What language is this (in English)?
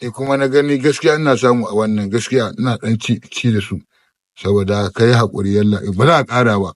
Hausa